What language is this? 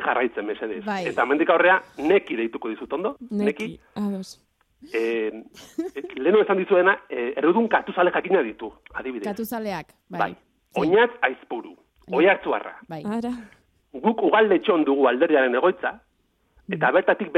Basque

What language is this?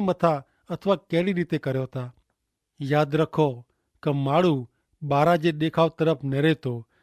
Kachhi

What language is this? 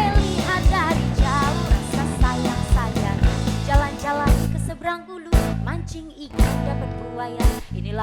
Musi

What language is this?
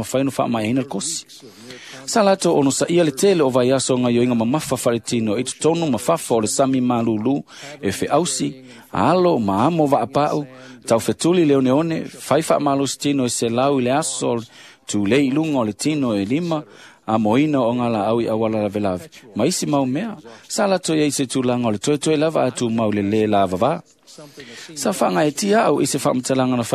Samoan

